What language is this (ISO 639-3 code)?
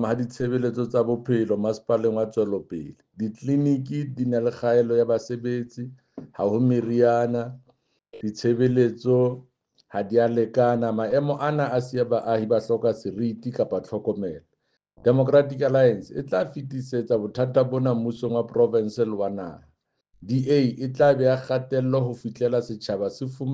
sot